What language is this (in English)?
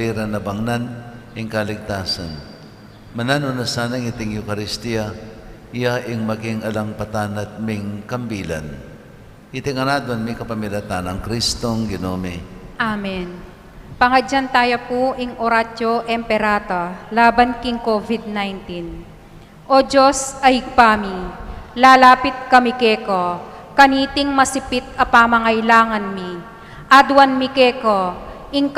Pampanga